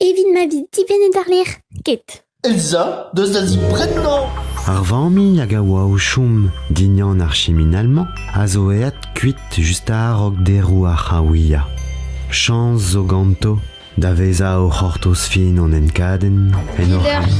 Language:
Breton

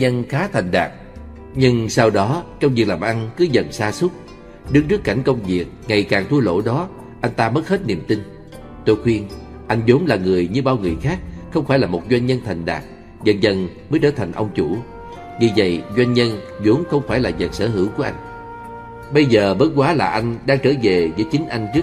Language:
Vietnamese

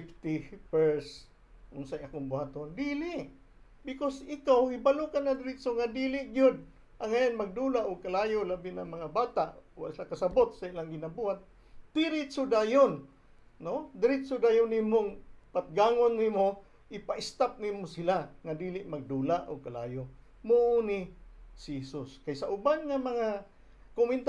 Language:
Cebuano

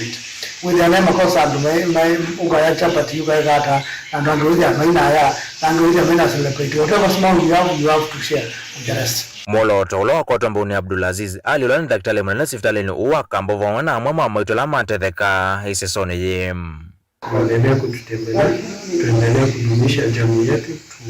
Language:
Kamba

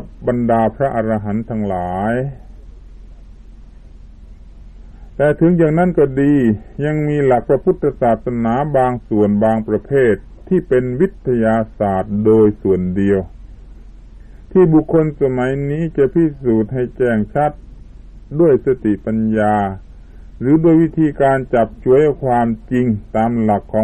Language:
Thai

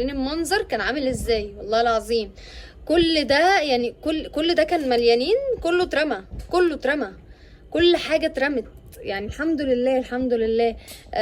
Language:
Egyptian Arabic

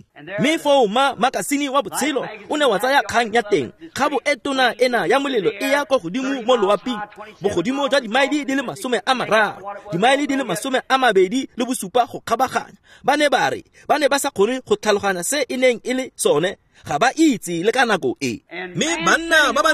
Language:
Tswana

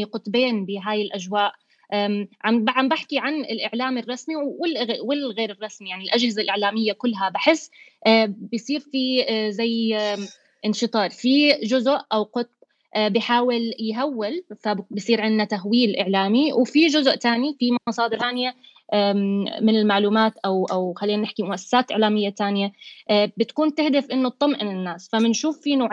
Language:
North Levantine Arabic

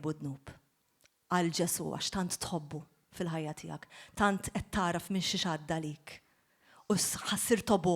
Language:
Maltese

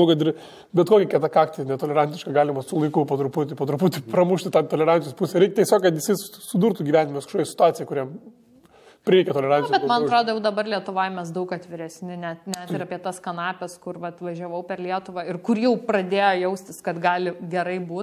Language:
Lithuanian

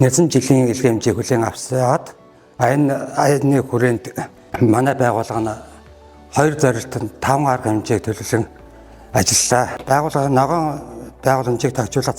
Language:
Mongolian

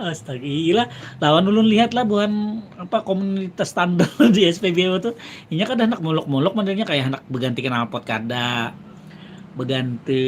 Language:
Banjar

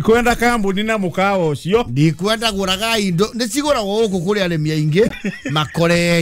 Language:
Kikuyu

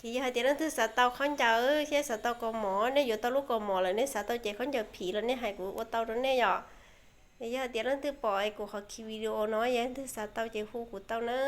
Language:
Hmong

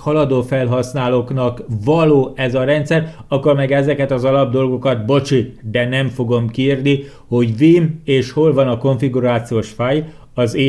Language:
Hungarian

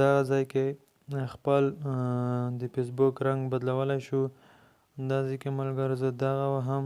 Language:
Pashto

